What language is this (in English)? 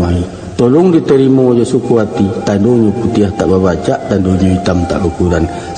Minangkabau